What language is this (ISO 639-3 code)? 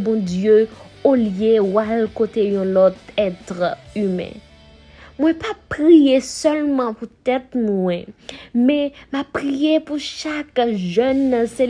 hat